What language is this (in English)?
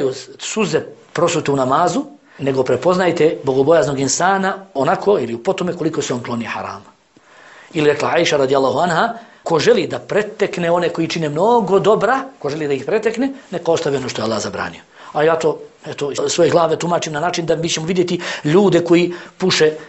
Bosnian